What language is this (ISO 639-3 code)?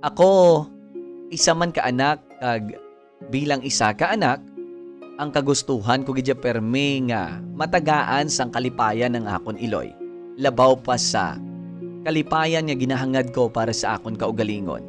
hil